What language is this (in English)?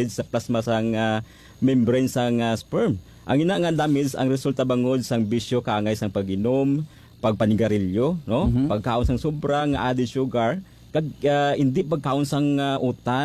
Hiligaynon